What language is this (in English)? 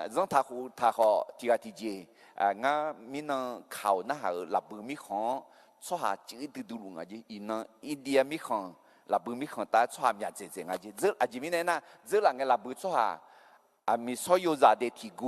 Akha